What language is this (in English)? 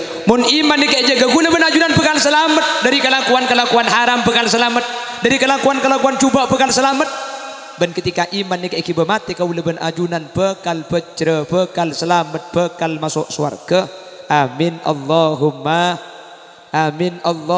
Madurese